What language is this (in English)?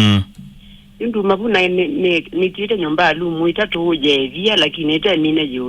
Kamba